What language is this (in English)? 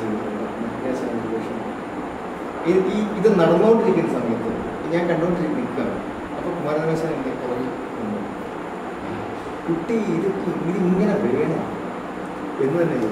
Malayalam